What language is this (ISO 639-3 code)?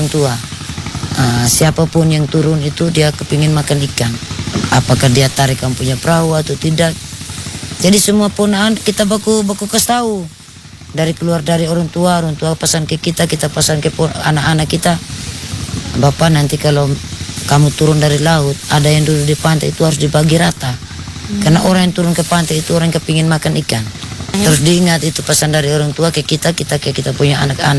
ind